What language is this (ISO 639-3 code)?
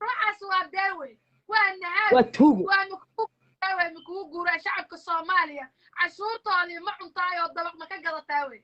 som